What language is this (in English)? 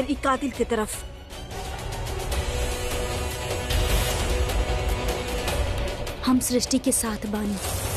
Bhojpuri